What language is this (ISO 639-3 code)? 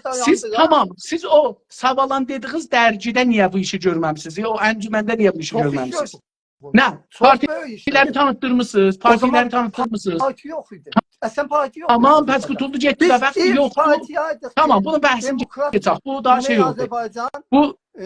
azb